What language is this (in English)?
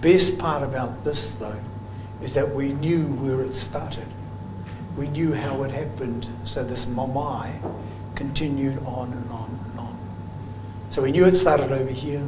Māori